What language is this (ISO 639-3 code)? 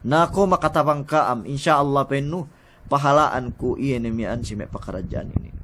yka